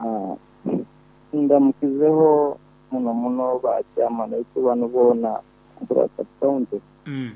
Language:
Nyoro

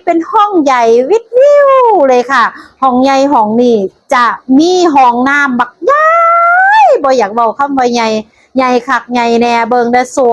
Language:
Northeastern Thai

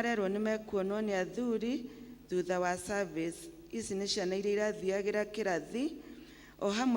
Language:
Kikuyu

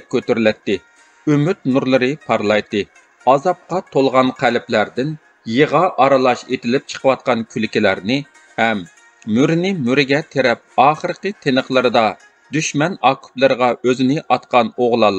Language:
Uyghur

